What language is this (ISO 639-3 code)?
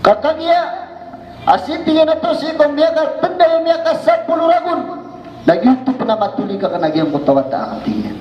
mrw